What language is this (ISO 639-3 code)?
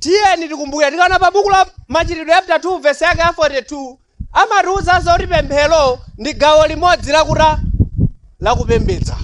nya